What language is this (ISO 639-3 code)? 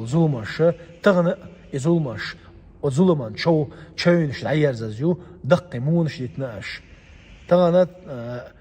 che